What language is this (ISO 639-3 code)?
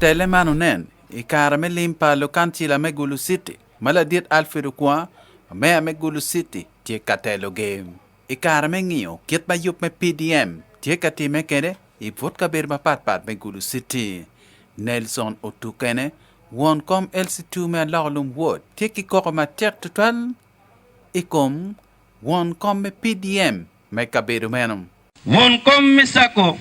ach